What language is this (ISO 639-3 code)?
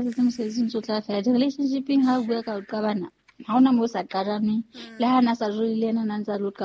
sot